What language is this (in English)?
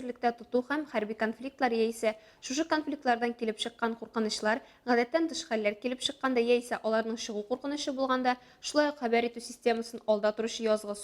Tatar